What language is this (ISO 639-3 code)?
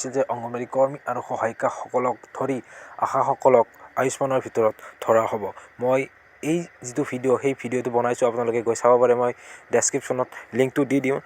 asm